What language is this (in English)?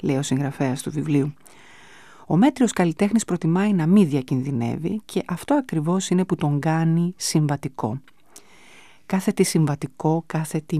Greek